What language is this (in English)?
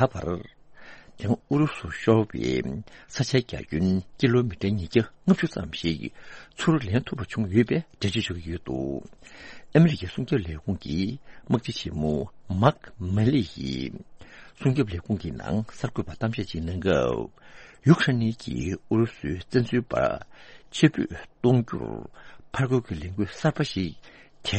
Tibetan